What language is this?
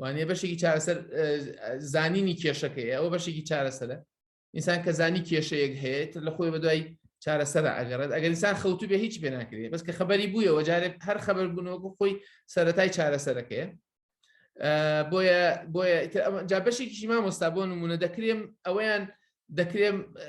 Central Kurdish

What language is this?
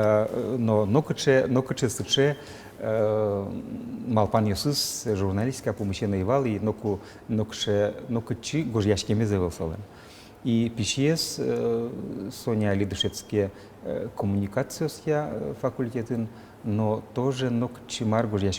Udmurt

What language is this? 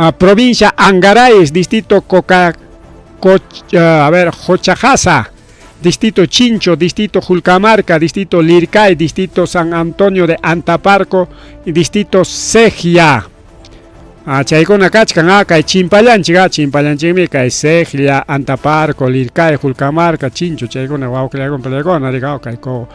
Ayacucho Quechua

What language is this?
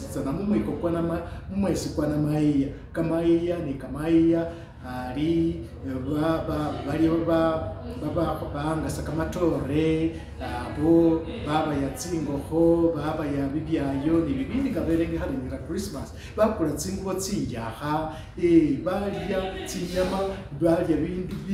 Masaaba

